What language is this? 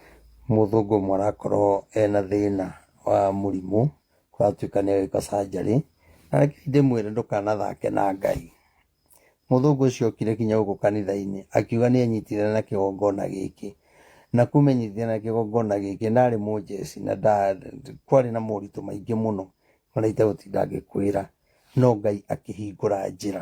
Kikuyu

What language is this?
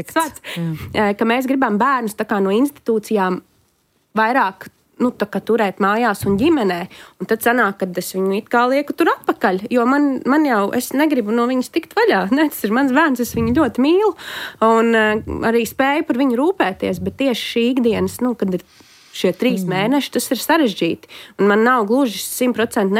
Latvian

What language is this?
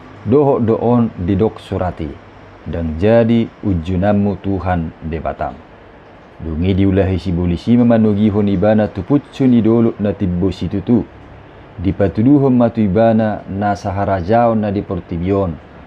Batak Toba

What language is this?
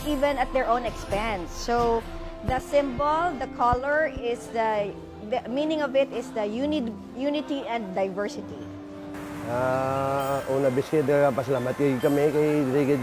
Hiligaynon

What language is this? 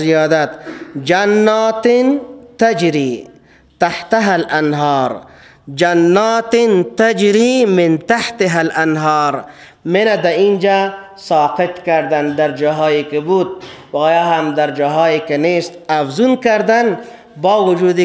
Persian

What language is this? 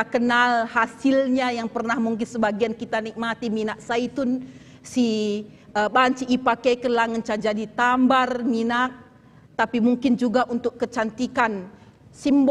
Batak Karo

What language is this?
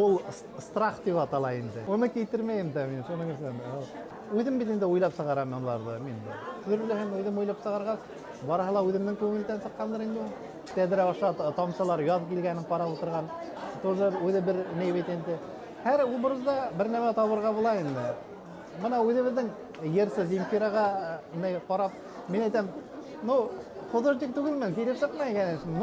Bashkir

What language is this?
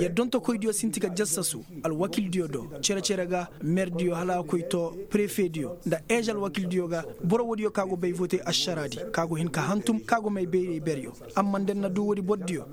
Koyraboro Senni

